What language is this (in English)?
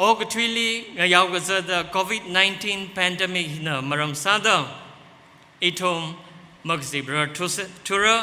Tangkhul Naga (India)